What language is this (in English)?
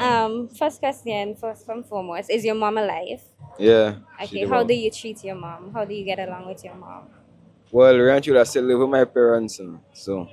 Jamaican Creole English